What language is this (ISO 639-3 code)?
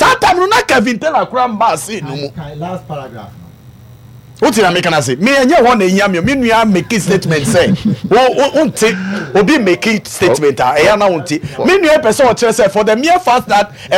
aka